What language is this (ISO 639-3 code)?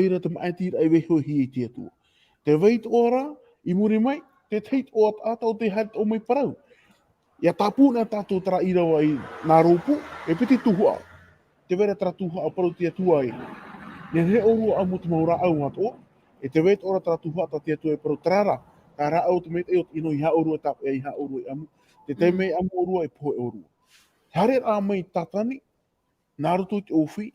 tah